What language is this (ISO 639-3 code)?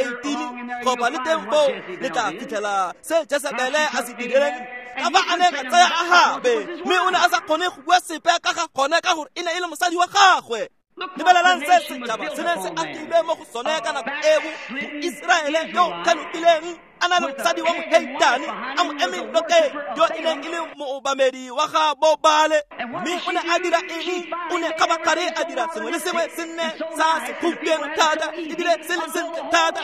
tsn